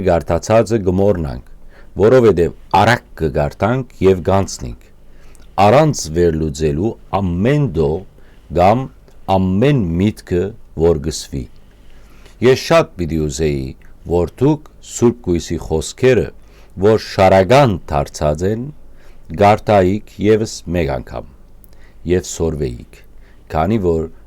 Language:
Western Armenian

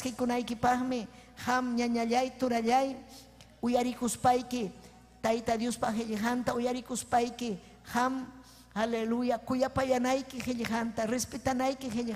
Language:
Ayacucho Quechua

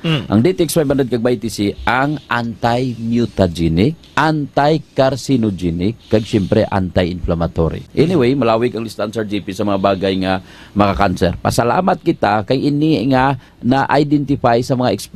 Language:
Hiligaynon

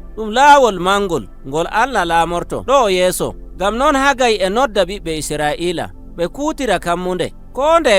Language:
Nigerian Fulfulde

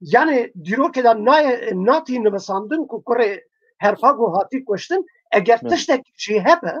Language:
Kurdish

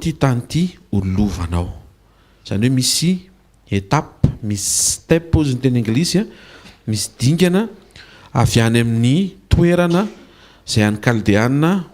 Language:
Malagasy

